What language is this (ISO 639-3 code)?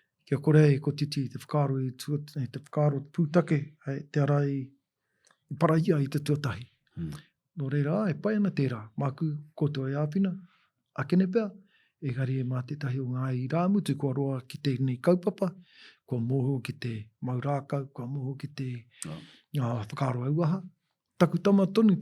mri